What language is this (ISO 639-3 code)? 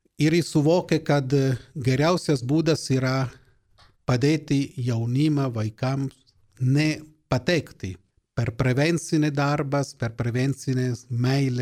lit